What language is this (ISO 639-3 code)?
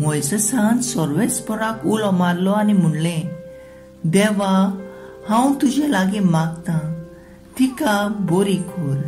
kok